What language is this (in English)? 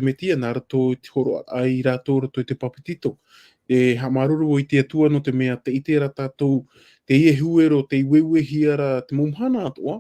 Tahitian